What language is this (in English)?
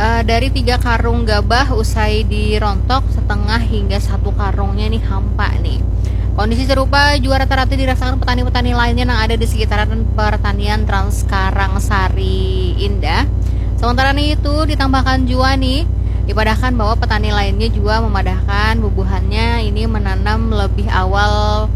Banjar